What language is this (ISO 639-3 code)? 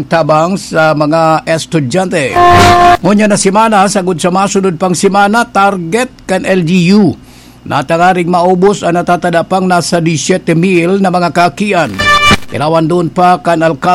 bik